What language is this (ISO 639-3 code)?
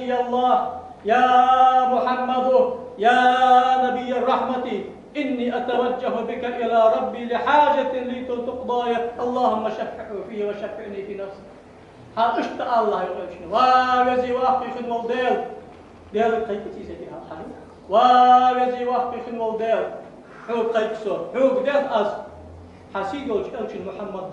inh